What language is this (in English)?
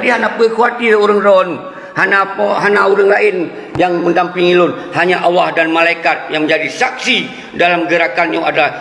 Achinese